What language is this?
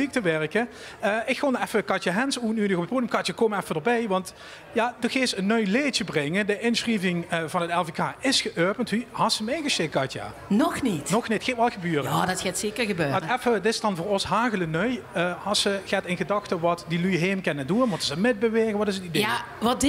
Limburgish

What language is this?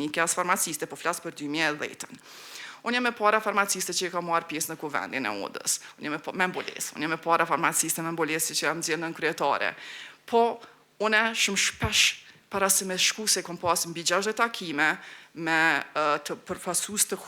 Albanian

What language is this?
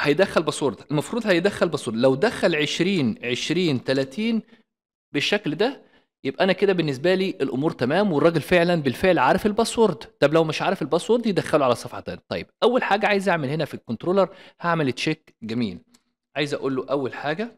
Egyptian Arabic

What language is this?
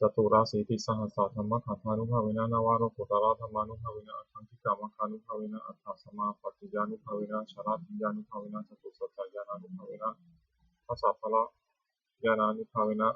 Pali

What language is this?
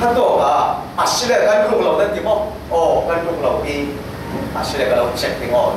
Falam Chin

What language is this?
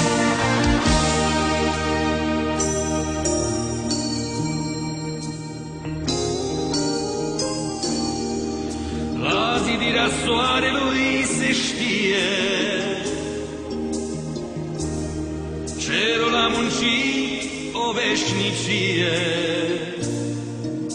Romanian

